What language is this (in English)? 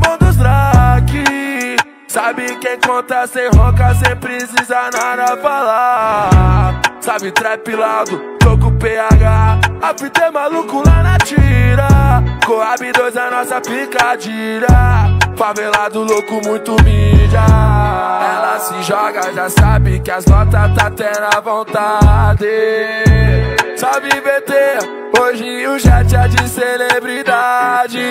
Portuguese